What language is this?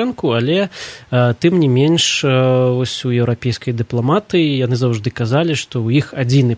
Belarusian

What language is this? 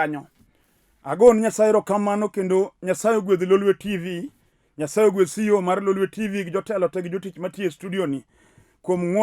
Luo (Kenya and Tanzania)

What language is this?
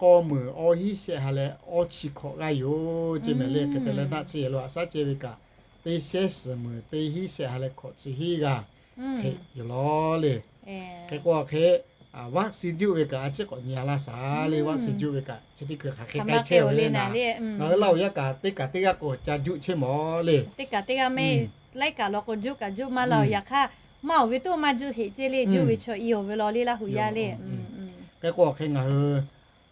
Lahu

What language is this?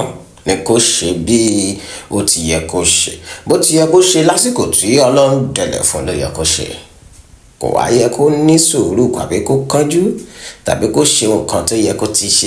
Yoruba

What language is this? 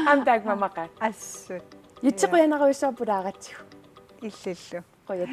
Kalaallisut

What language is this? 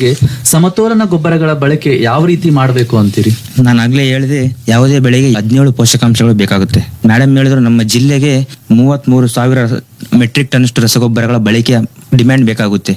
Kannada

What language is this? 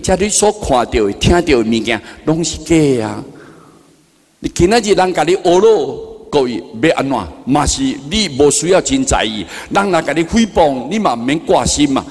Min Nan Chinese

